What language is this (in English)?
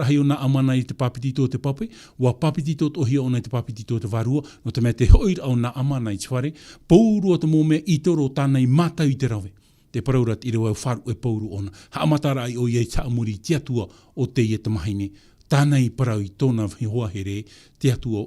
Tahitian